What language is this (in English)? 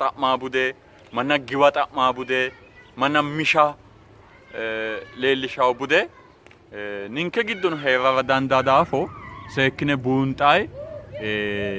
Sidamo